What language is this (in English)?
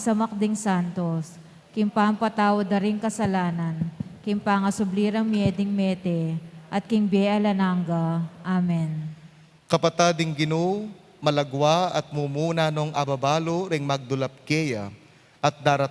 Pampanga